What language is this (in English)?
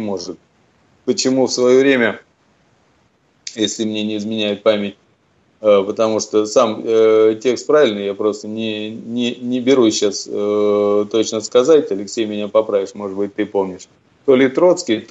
Russian